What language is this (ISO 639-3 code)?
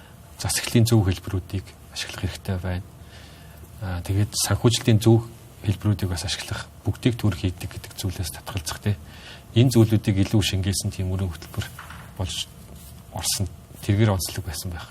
mon